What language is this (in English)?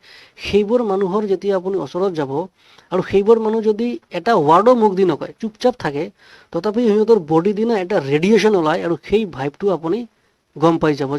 Assamese